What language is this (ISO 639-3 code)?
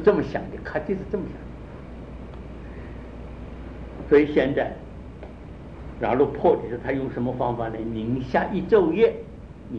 zho